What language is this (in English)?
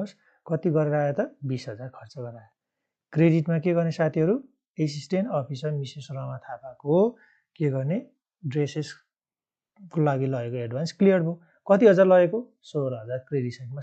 Nepali